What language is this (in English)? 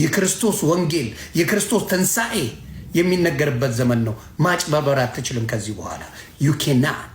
Amharic